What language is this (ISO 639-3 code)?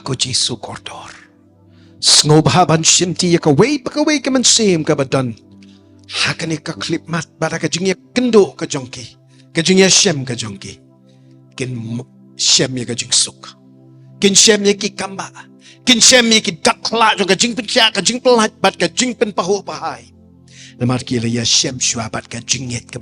kha